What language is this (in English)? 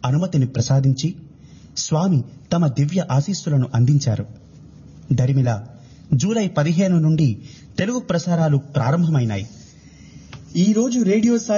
Telugu